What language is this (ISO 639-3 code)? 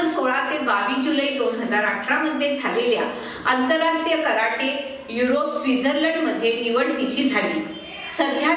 mar